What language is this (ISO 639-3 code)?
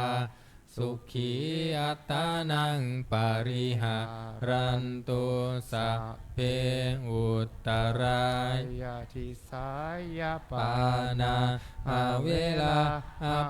pli